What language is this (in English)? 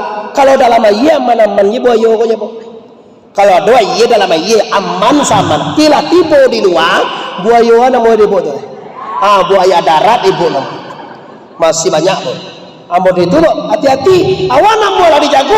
Minangkabau